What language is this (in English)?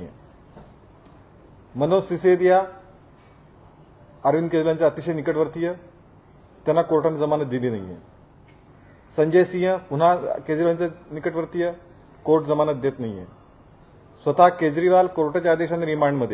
Marathi